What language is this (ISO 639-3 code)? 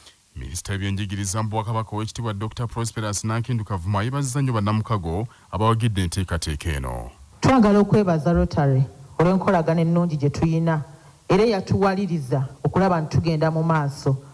lug